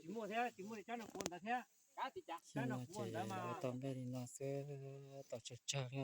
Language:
Hmong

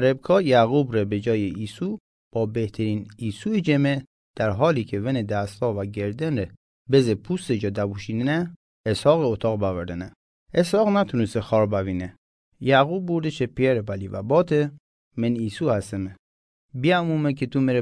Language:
Mazanderani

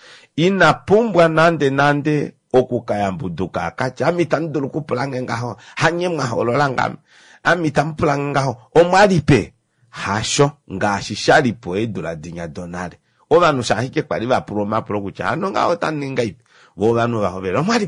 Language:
Kuanyama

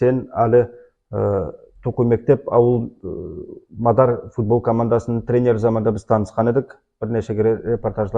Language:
Nogai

